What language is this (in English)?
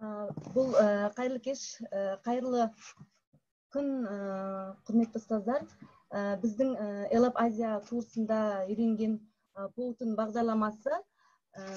Kazakh